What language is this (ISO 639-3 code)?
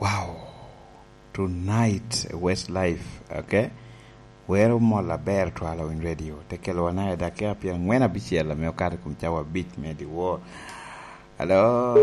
laj